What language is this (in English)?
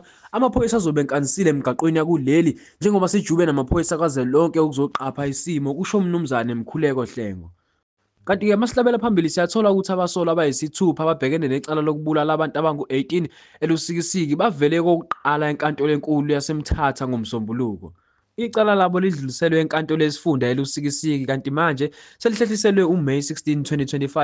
Zulu